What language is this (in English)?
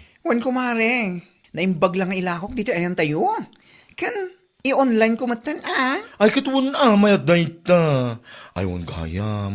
Iloko